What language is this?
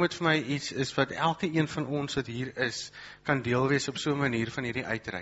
Afrikaans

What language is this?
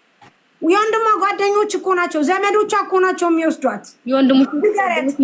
Amharic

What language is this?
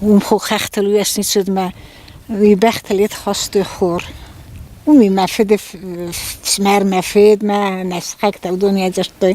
Ossetic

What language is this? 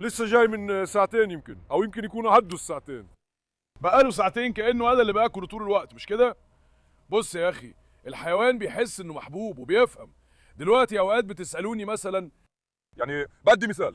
Egyptian Arabic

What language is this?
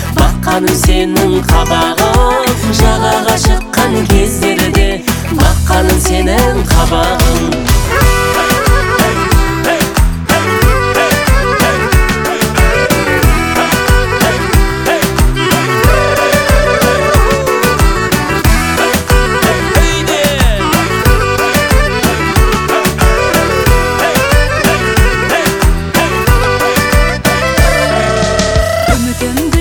Kazakh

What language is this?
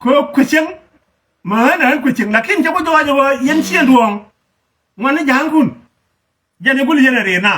Nuer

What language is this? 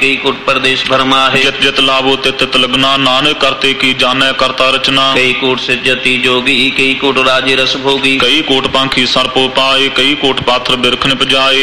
Punjabi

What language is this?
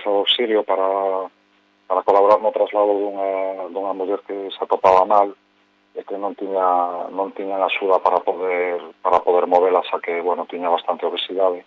Galician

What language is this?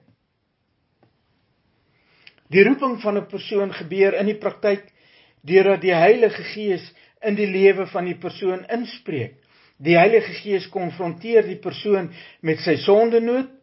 Afrikaans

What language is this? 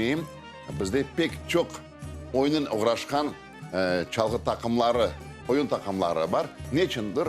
Crimean Tatar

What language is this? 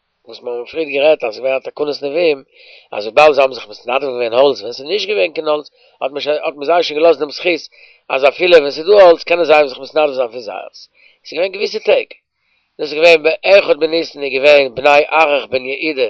Yiddish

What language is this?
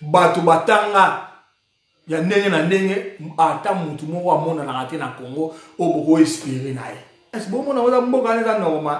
Lingala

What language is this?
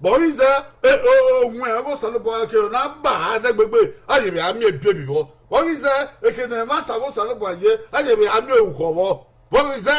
Bini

